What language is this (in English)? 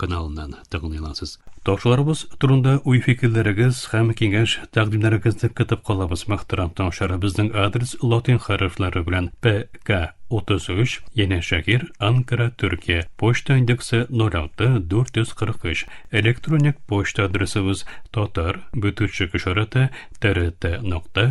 Tatar